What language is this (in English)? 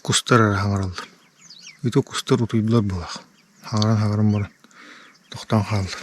Yakut